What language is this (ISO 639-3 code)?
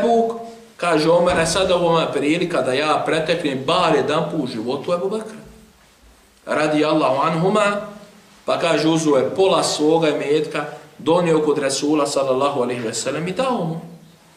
bos